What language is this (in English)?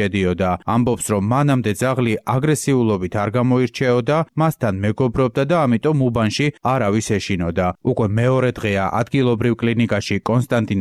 Georgian